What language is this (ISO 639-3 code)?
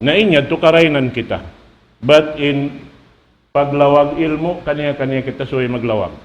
tsg